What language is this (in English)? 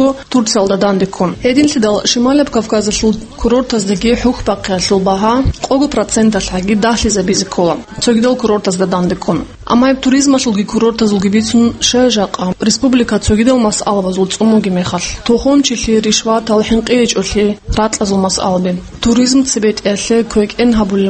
Avaric